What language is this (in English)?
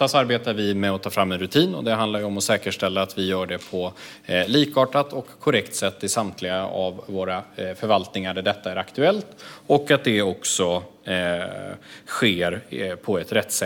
Swedish